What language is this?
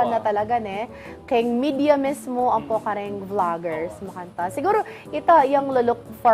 Pampanga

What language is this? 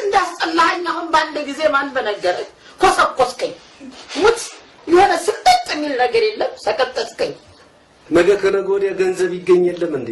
Amharic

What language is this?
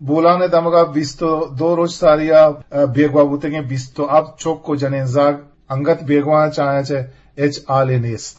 Eastern Balochi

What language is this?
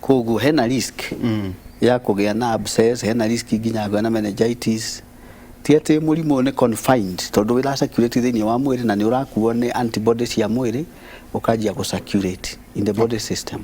Kikuyu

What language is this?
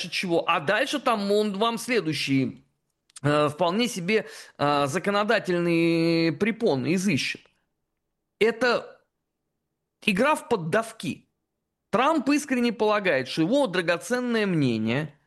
Russian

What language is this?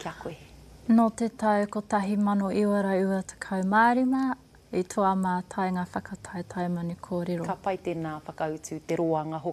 Māori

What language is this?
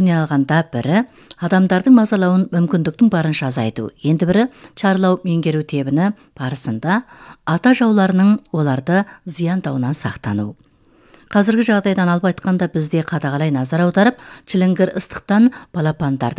Kazakh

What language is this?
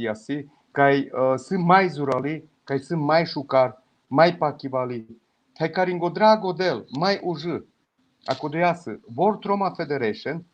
Balkan Romani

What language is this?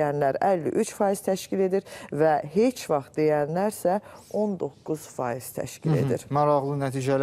Azerbaijani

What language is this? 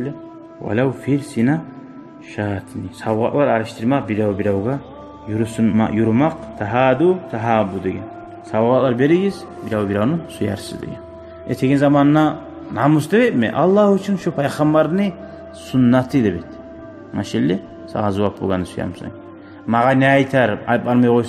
Kumyk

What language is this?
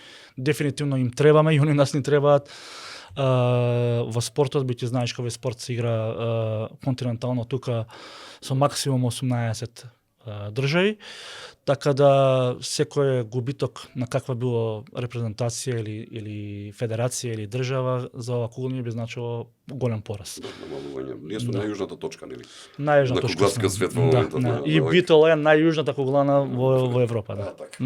Macedonian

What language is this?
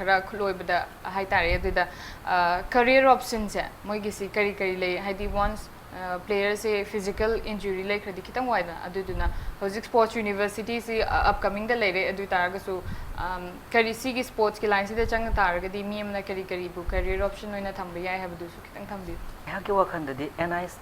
Manipuri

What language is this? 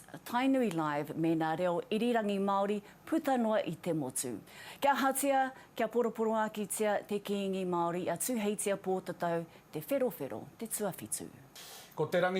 Māori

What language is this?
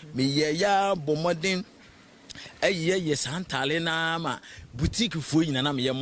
Akan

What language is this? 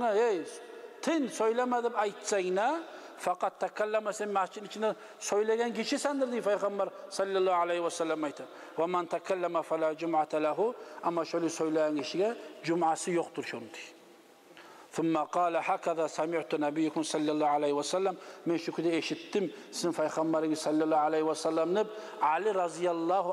Kumyk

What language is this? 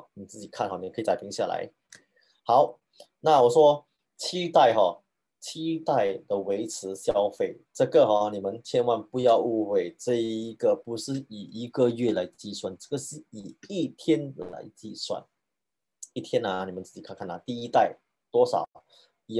Chinese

